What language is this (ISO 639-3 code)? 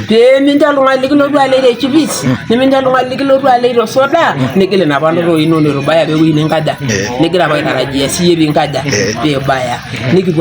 mas